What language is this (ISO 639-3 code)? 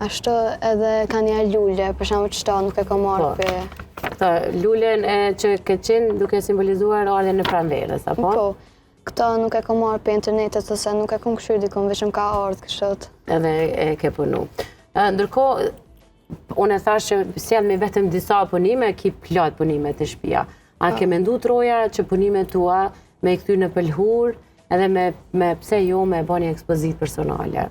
sqi